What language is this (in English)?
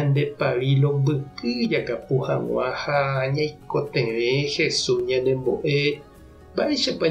Guarani